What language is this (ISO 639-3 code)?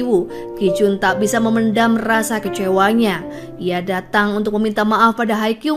ind